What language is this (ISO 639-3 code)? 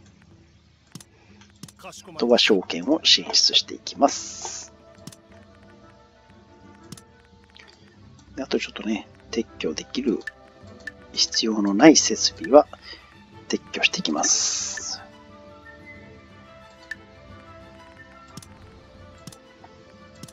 jpn